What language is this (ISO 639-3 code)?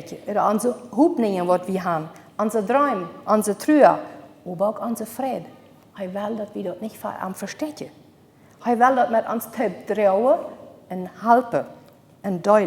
pdt